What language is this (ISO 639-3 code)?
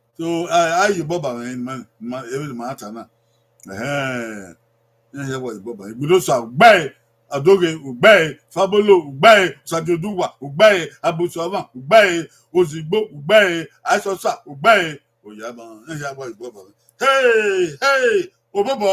bin